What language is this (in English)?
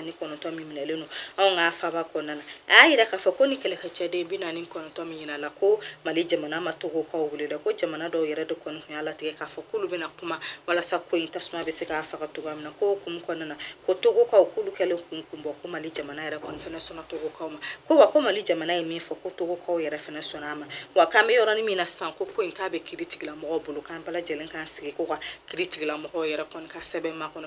Bambara